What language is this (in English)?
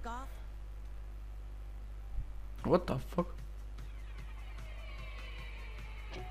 Polish